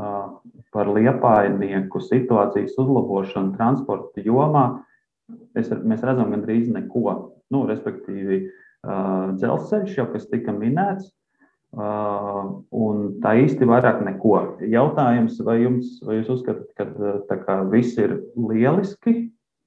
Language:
Latvian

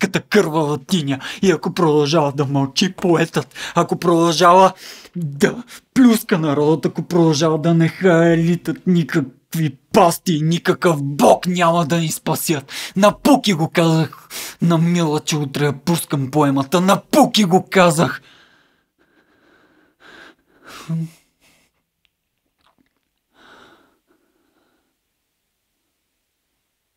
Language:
Bulgarian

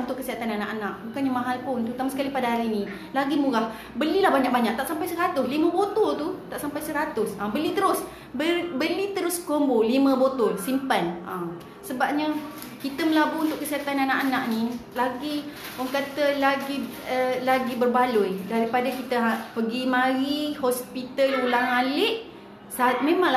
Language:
Malay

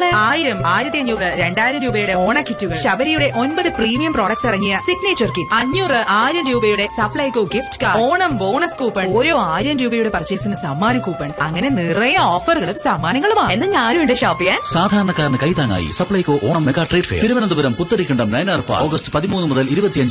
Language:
Malayalam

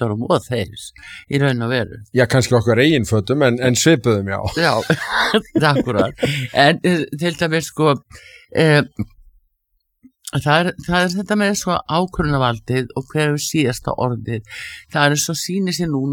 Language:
Icelandic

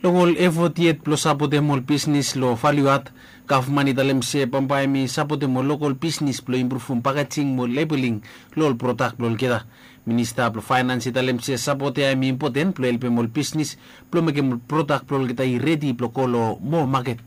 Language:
Bislama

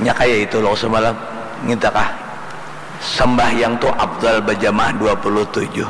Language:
Banjar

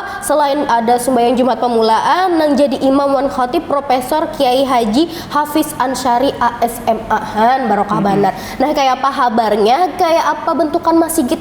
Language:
Banjar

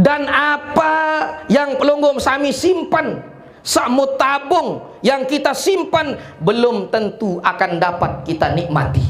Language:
Sasak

